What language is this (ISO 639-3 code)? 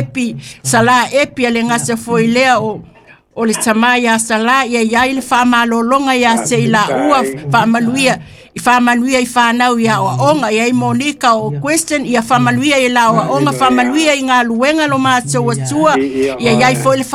smo